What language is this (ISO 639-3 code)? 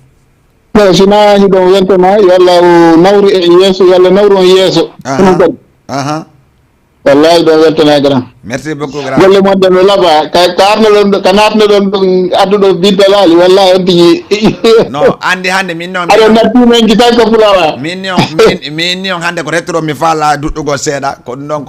ful